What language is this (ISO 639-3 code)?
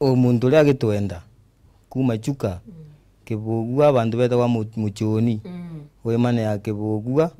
mer